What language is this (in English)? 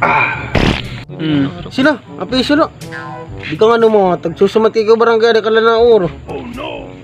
Waray